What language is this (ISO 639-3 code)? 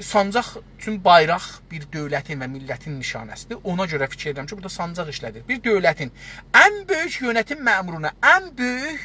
azb